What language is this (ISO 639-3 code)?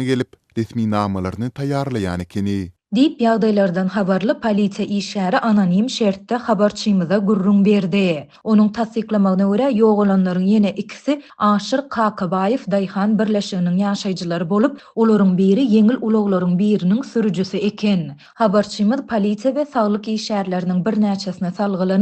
tuk